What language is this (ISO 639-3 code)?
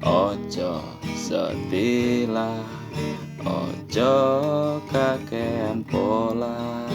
jav